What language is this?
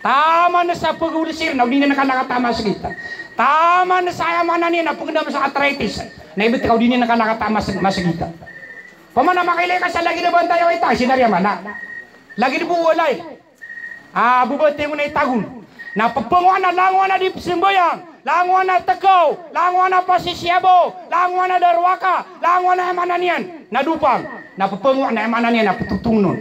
Maranao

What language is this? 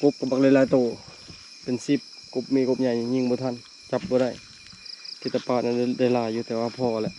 Lao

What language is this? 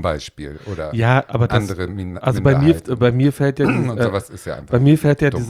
German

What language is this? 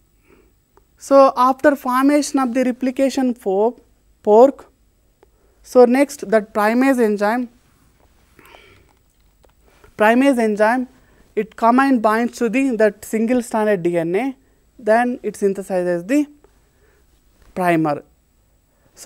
English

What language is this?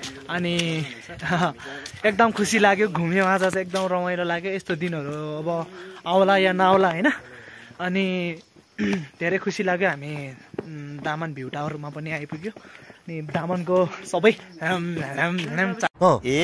Nepali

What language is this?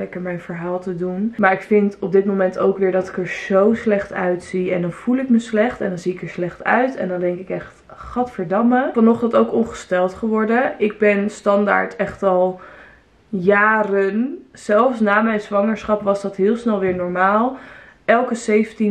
Dutch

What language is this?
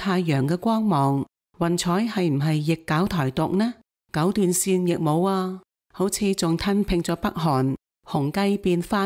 Cantonese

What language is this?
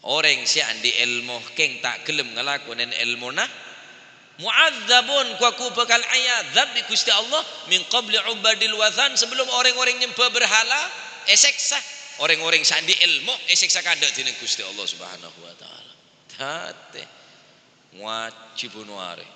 Madurese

